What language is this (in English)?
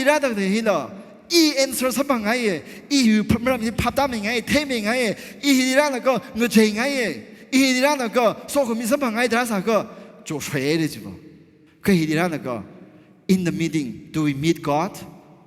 Tangkhul Naga (India)